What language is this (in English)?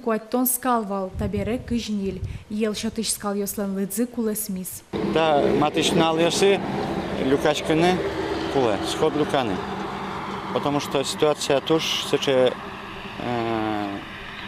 Udmurt